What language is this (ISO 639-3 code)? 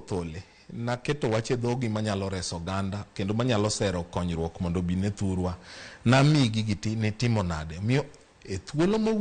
luo